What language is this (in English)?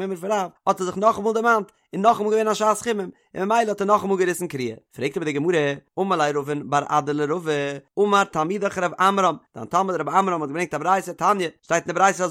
Yiddish